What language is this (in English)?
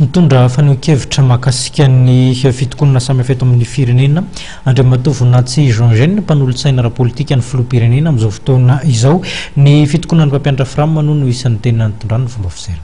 Malagasy